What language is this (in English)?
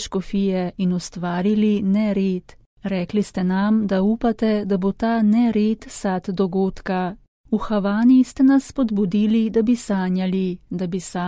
Slovenian